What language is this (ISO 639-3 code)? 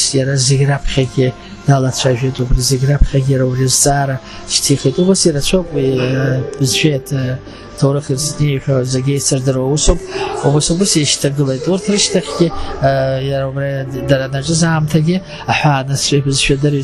abk